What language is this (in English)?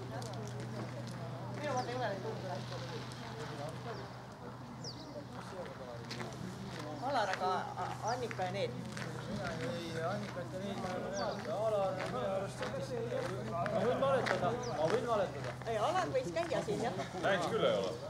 Estonian